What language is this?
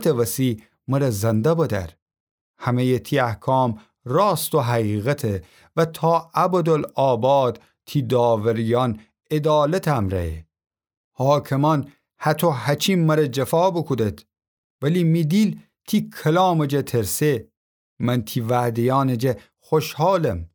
Gilaki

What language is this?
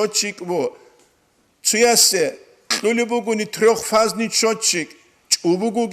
Avaric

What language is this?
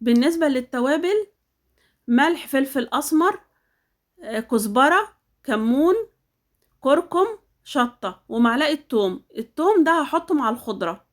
Egyptian Arabic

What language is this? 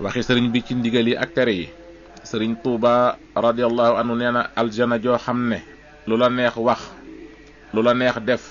Wolof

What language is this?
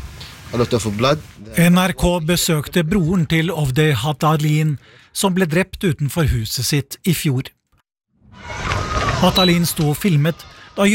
Norwegian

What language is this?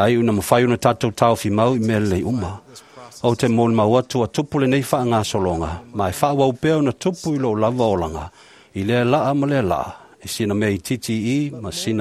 Samoan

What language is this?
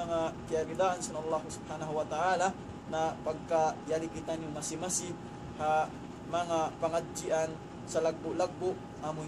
Tausug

